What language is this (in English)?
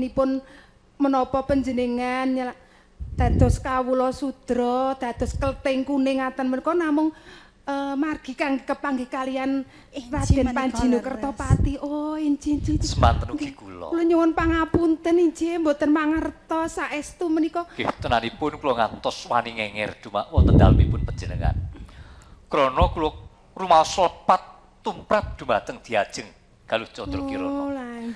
Javanese